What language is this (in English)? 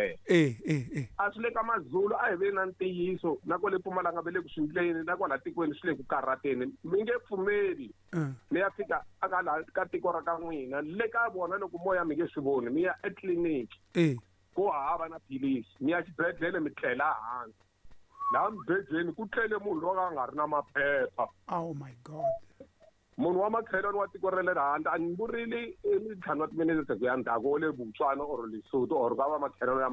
Tsonga